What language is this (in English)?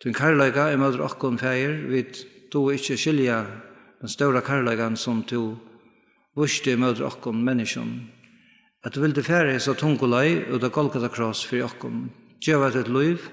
Faroese